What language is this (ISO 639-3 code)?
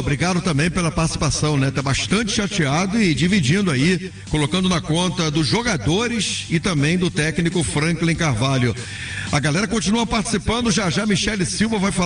por